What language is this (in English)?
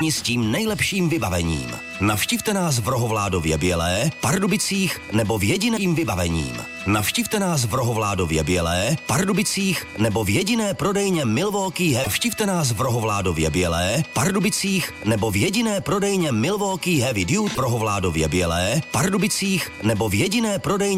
Czech